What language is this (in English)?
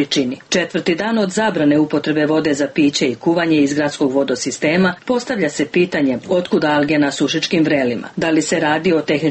Serbian